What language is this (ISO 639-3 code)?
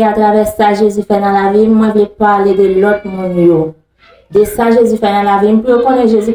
hat